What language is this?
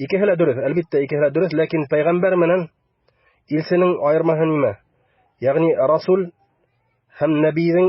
Bashkir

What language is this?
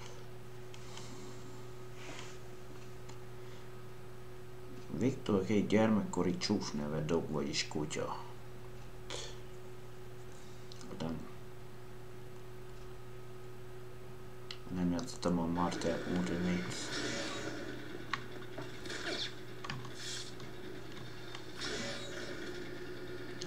Hungarian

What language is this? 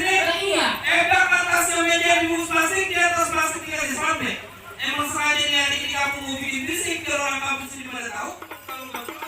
Betawi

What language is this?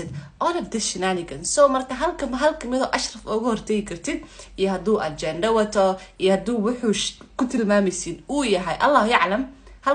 Somali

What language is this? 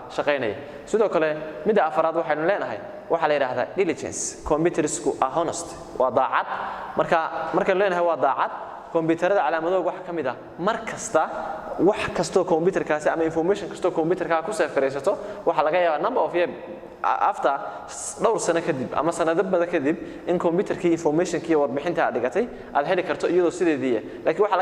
Somali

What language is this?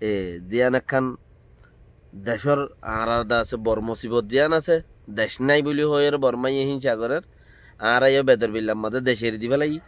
Rohingya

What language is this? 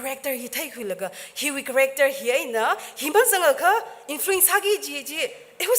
Tangkhul Naga (India)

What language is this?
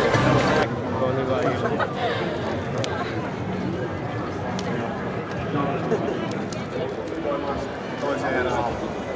Finnish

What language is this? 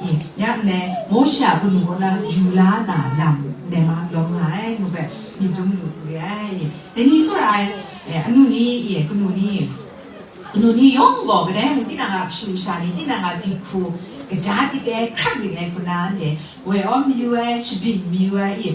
Kachin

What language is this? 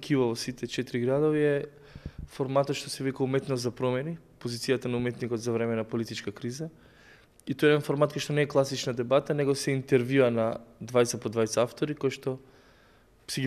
Macedonian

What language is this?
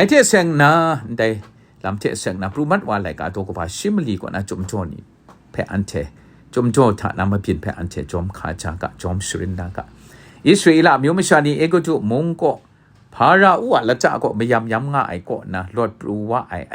Kachin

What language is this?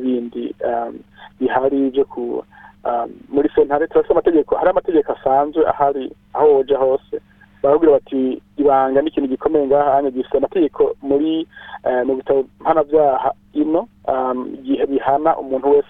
Rundi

